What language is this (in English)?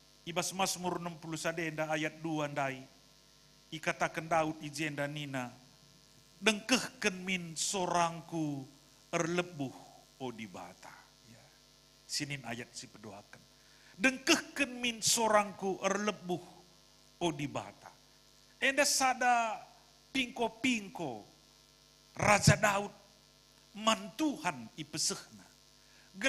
Batak Karo